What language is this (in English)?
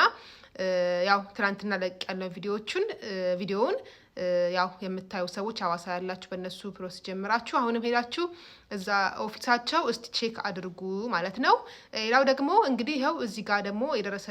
Amharic